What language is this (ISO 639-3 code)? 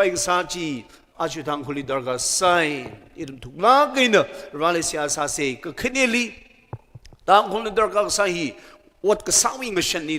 nmf